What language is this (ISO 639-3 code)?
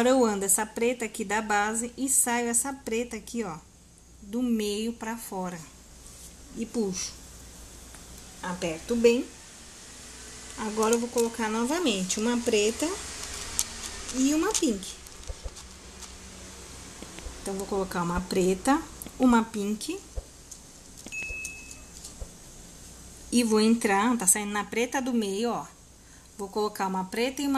por